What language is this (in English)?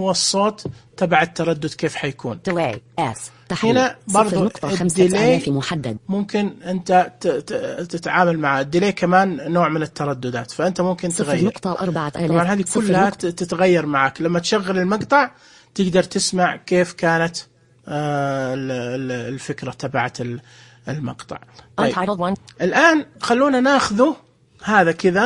Najdi Arabic